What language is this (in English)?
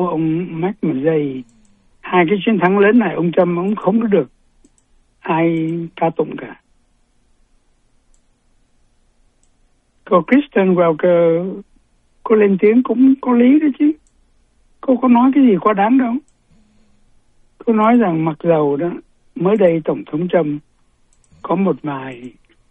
Vietnamese